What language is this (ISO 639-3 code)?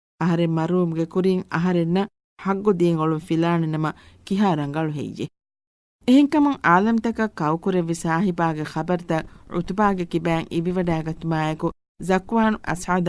div